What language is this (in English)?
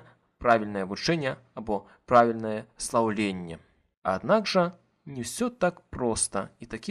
Belarusian